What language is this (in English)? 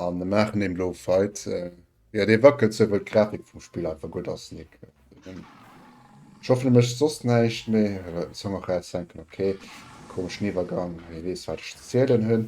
Luxembourgish